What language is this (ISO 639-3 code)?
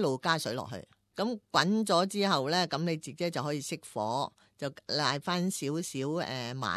yue